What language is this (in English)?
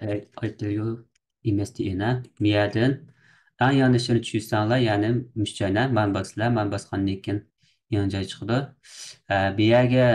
Uyghur